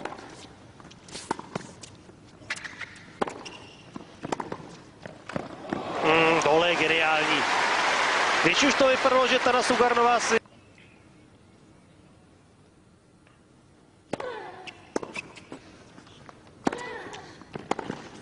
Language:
Czech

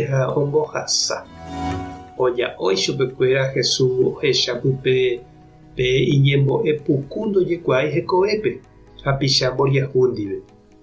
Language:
Guarani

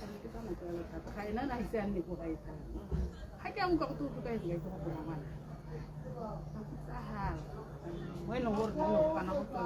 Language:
Tswana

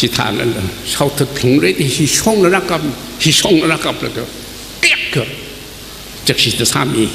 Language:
Tangkhul Naga (India)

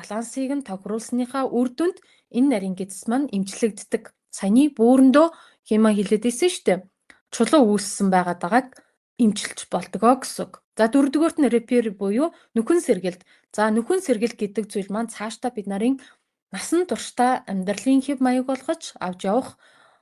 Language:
Mongolian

